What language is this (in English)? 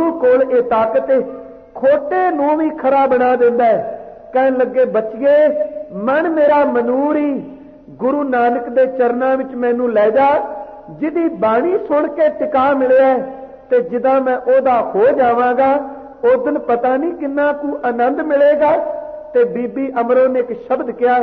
Punjabi